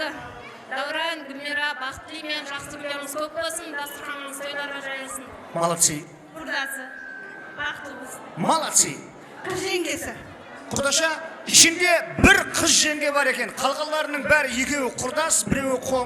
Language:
Kara-Kalpak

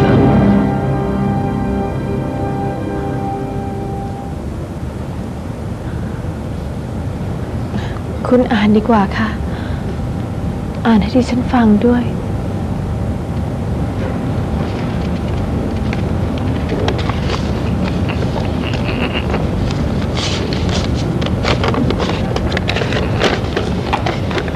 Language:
Thai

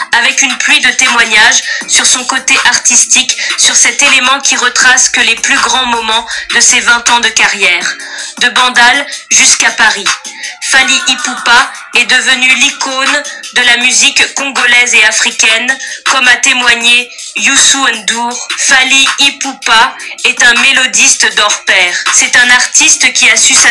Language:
French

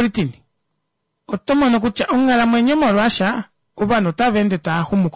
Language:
Kuanyama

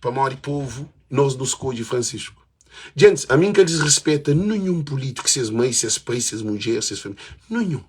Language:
Kabuverdianu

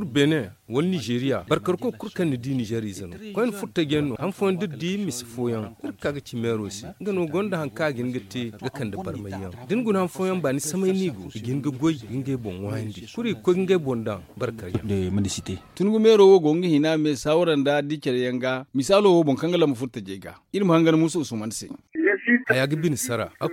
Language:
Zarma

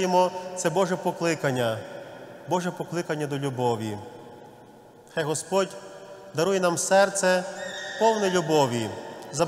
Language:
Ukrainian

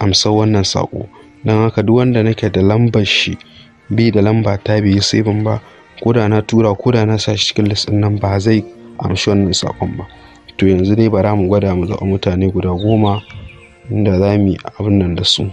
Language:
Hausa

